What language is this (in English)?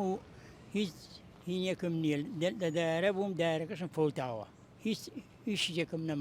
Central Kurdish